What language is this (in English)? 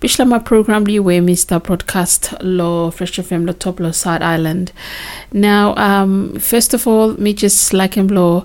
Bislama